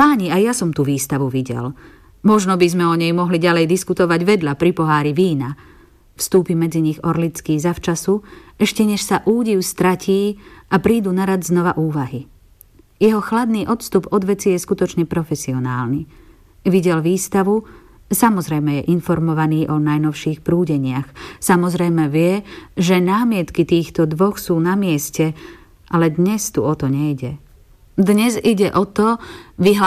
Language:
Slovak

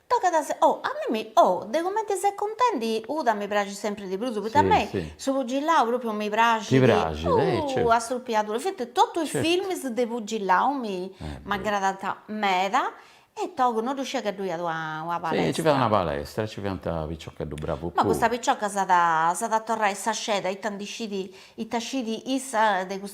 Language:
Sardinian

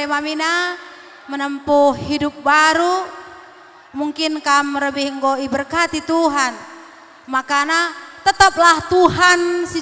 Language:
Batak Karo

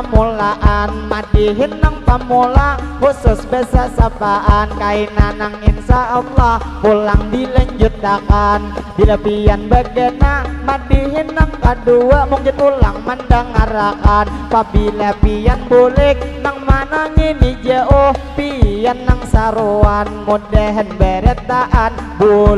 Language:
Banjar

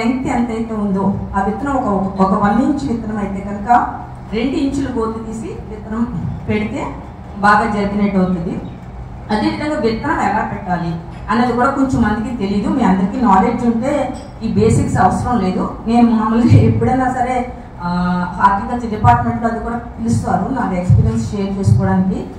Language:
Telugu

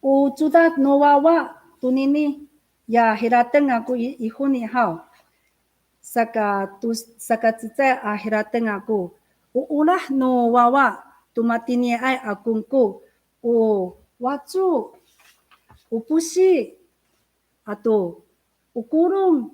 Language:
Amis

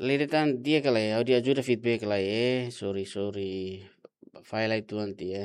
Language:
Tetum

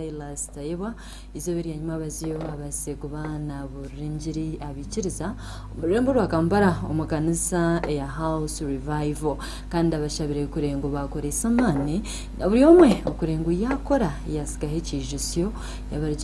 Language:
Nyankole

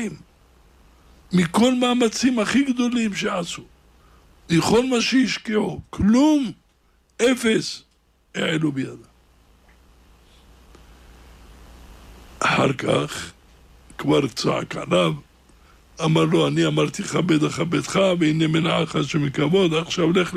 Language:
Hebrew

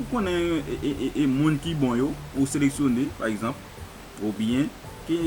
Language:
Haitian Creole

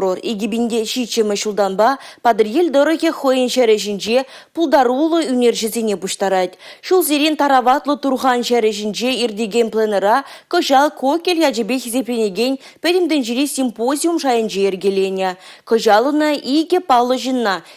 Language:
Chuvash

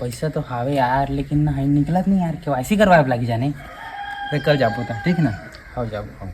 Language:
Chhattisgarhi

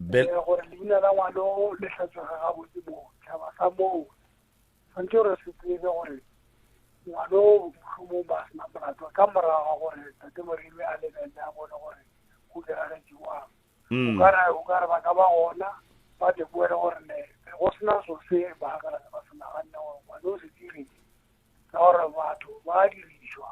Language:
Northern Sotho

